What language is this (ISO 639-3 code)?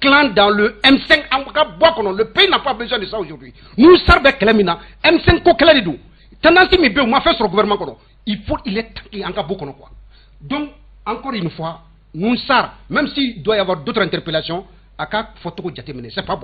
bam